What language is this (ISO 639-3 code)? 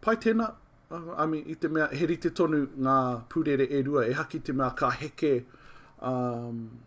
mri